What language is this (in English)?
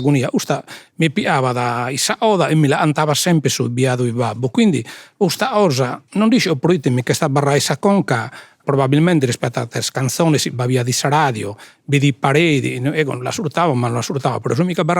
Sardinian